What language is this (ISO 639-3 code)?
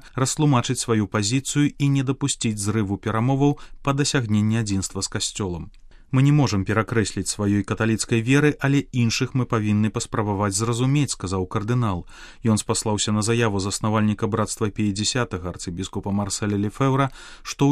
bel